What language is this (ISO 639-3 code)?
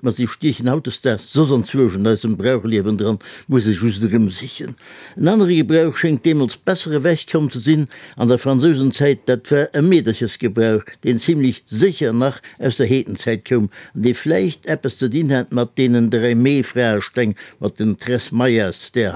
ltz